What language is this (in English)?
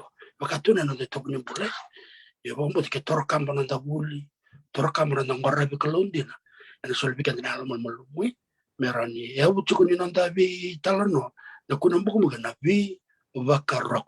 Fijian